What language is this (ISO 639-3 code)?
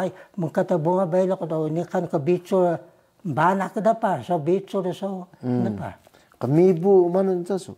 trv